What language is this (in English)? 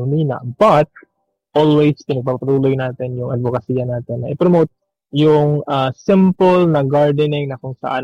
Filipino